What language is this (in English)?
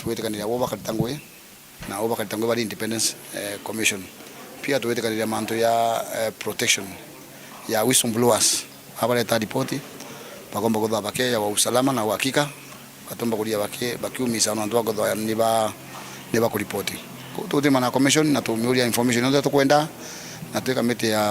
Meru